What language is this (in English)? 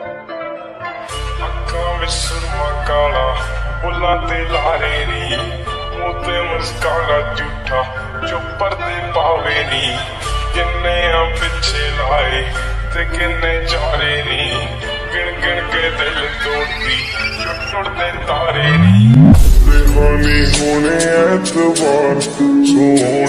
Punjabi